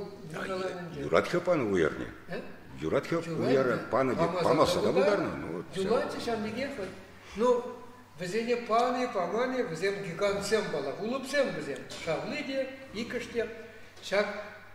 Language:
Chuvash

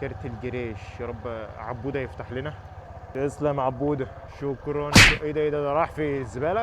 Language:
Egyptian Arabic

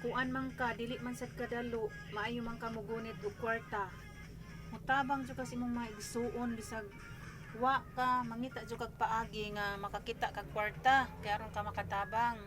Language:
Cebuano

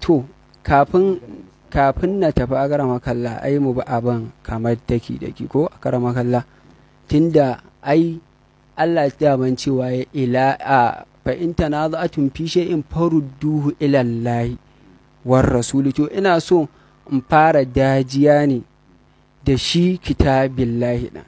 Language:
Hausa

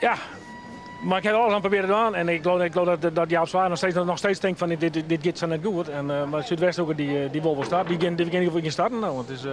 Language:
Western Frisian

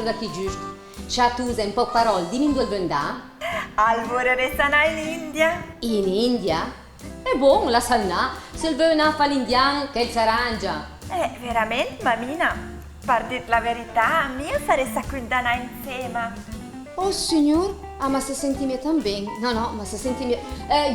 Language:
Lombard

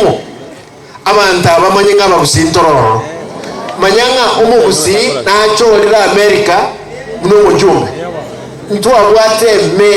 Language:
Gusii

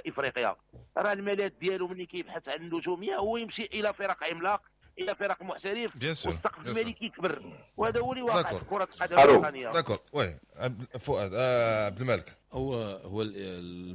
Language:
Moroccan Arabic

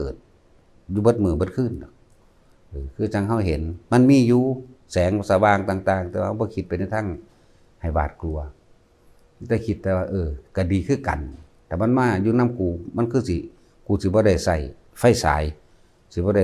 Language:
Northeastern Thai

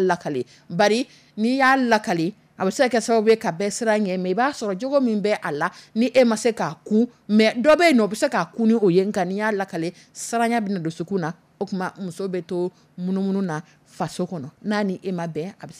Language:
Dyula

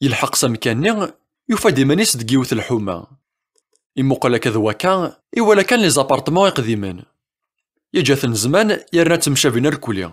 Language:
Kabyle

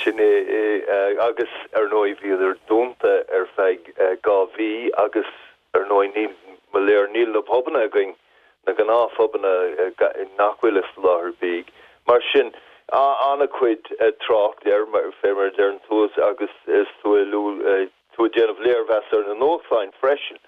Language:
Irish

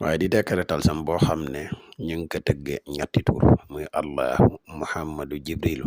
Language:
Wolof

